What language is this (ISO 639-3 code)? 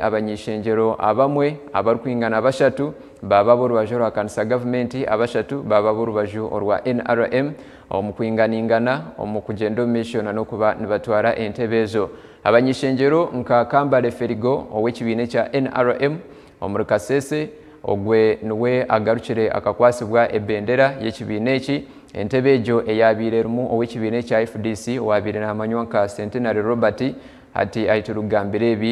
nyn